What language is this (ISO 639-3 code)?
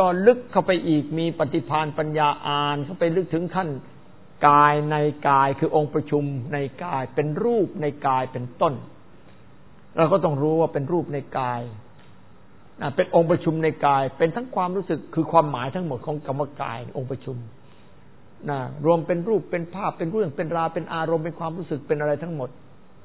tha